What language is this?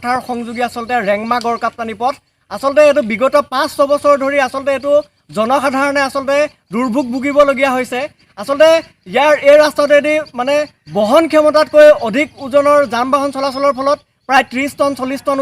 Assamese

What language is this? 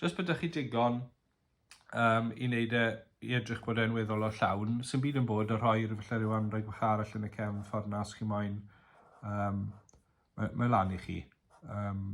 Welsh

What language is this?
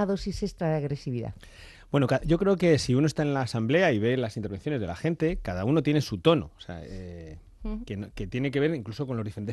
Spanish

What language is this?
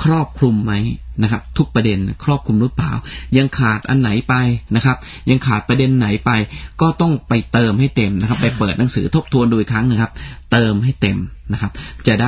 Thai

